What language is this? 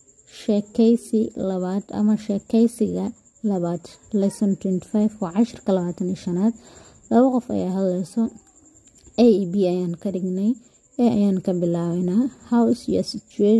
Somali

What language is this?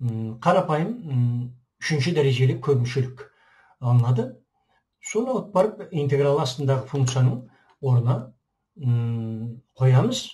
Kazakh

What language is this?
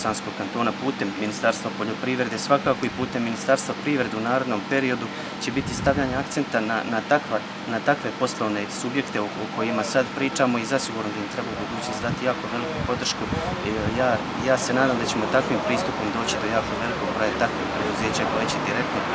Bosnian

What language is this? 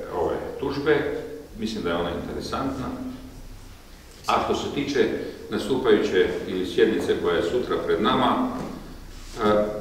Croatian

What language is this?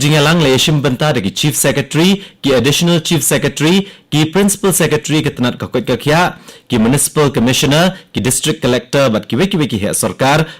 Khasi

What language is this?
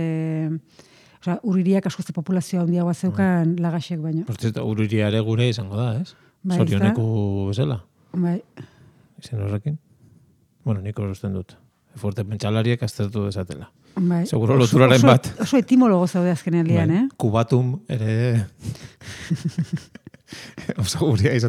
Basque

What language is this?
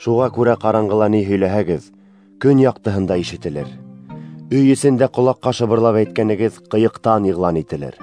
Bashkir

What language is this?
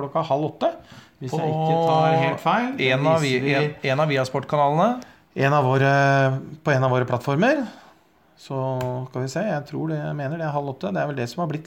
Norwegian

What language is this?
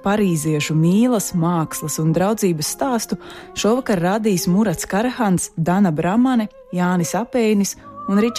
Latvian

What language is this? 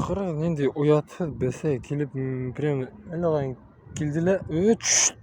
Bashkir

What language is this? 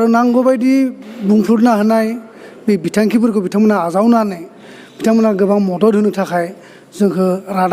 Bodo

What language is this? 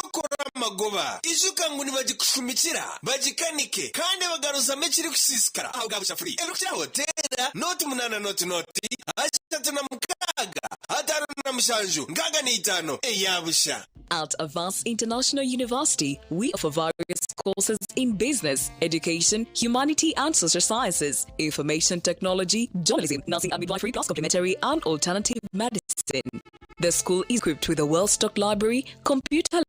Nyankole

